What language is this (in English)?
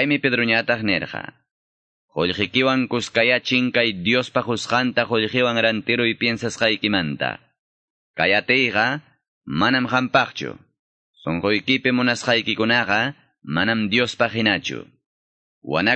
Quechua